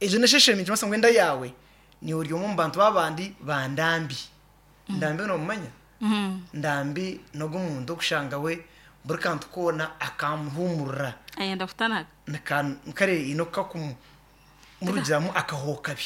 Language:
Nyankole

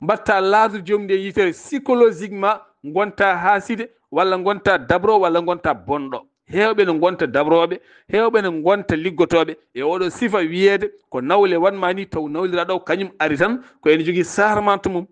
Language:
Fula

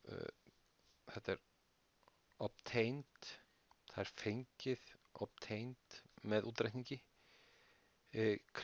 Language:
Icelandic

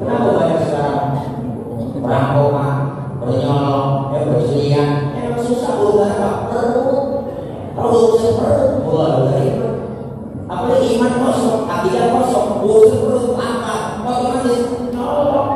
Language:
Betawi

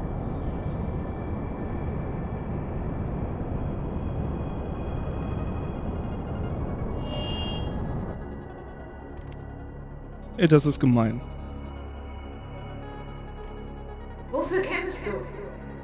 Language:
German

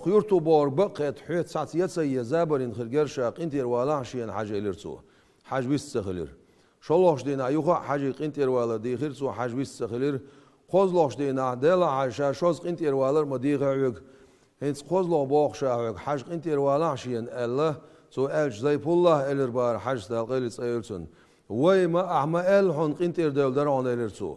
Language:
Chechen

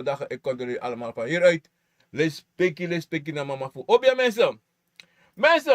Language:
Sranan Tongo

